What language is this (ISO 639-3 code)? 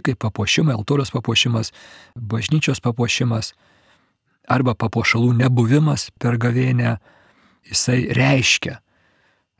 lit